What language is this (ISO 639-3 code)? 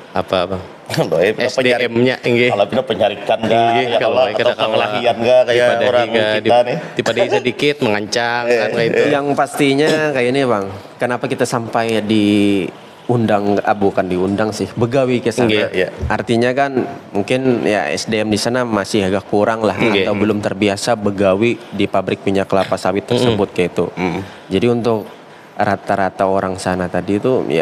bjn